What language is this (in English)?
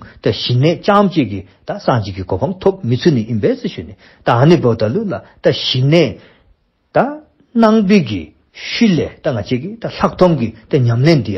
Dzongkha